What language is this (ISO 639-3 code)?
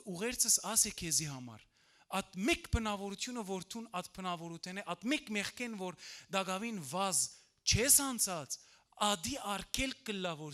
hyw